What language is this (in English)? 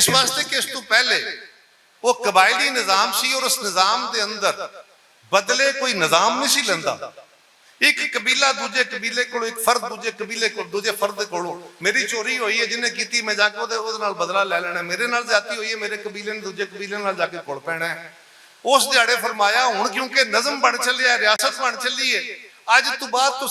Western Panjabi